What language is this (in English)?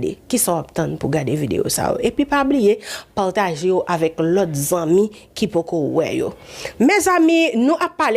Haitian Creole